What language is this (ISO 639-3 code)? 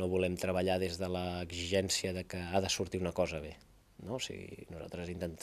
cat